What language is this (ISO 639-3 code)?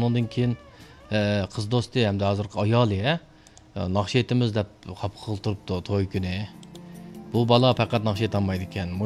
uig